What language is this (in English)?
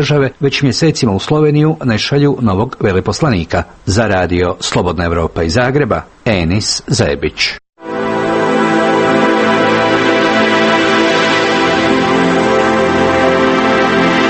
Croatian